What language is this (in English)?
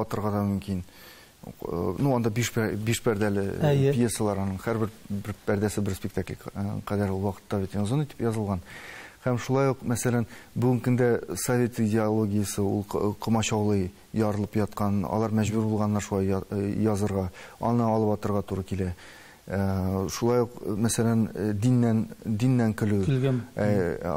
Tatar